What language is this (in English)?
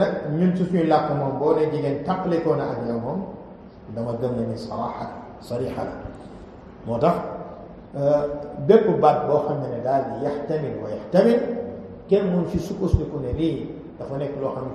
Wolof